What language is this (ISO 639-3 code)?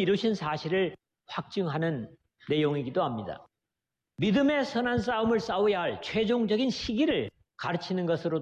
kor